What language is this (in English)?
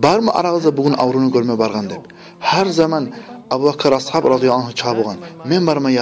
Kumyk